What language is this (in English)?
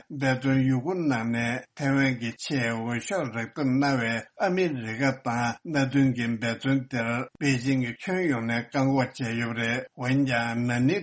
Tibetan